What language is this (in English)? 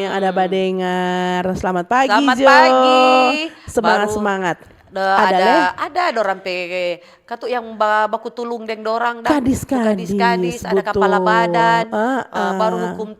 Manado Malay